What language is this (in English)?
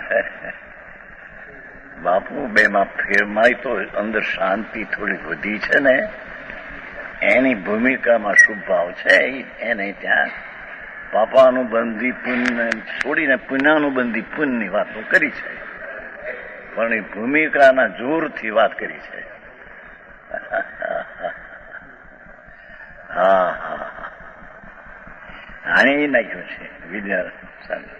Gujarati